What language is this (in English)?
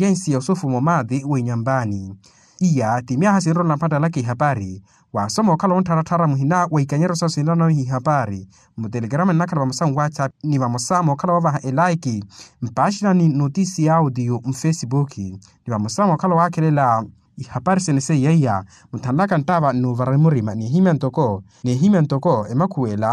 Makhuwa